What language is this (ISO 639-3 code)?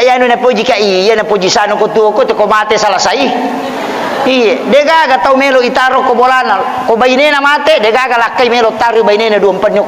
bug